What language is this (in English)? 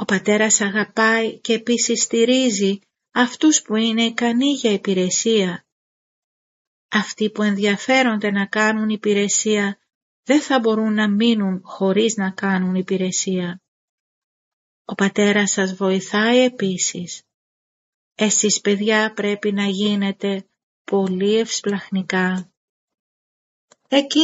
Greek